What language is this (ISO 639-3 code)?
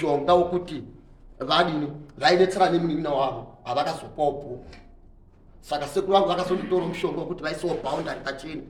sna